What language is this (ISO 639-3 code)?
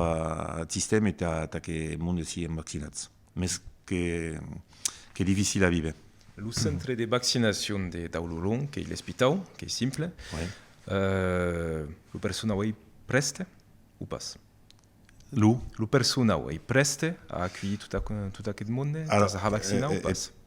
oci